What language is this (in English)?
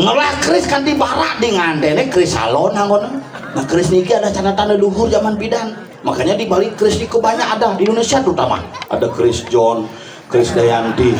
Balinese